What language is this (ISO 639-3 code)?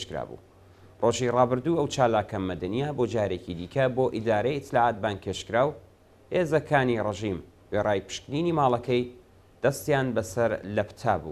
ckb